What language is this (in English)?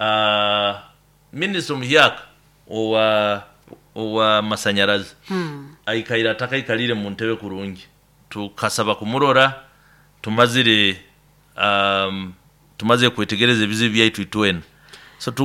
Nyoro